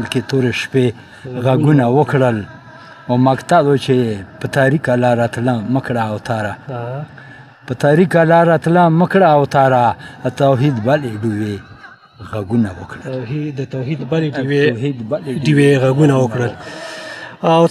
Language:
Pashto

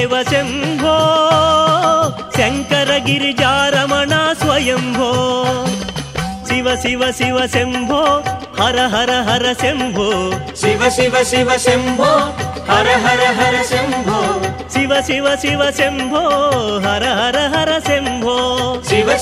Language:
Telugu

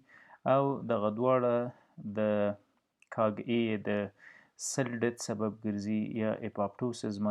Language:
Pashto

